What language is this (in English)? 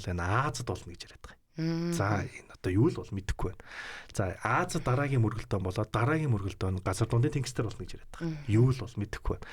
Mongolian